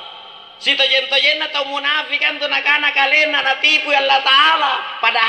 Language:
Makasar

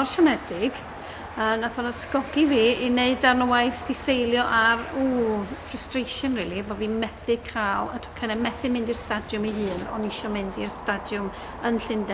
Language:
Welsh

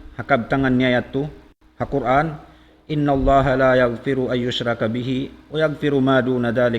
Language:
Tausug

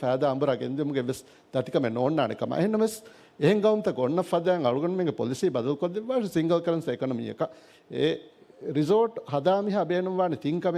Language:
Divehi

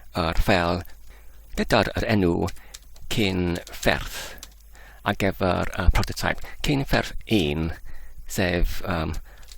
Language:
Welsh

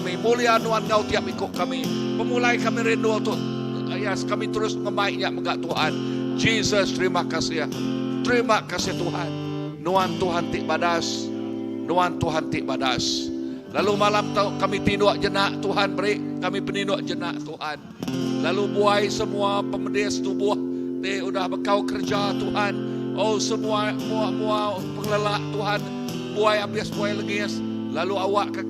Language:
Iban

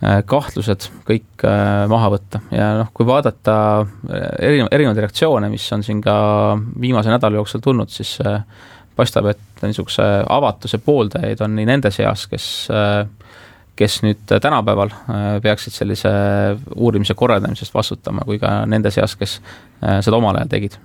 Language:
Estonian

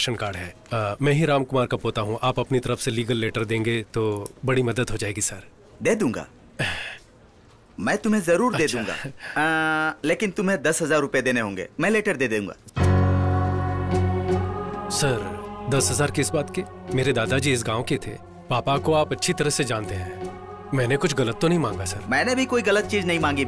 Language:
Hindi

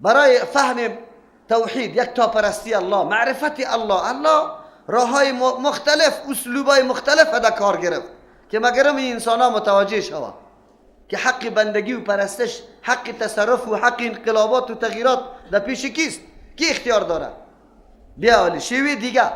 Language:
Persian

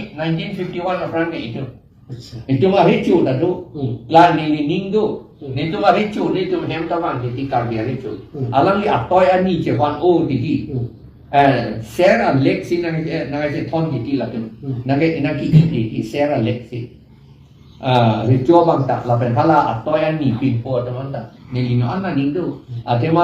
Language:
Karbi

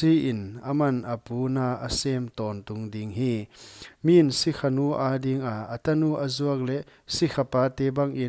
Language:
Paite Chin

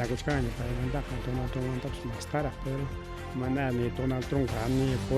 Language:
Ayacucho Quechua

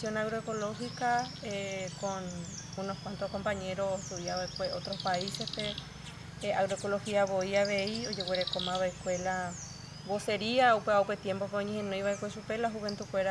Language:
Guarani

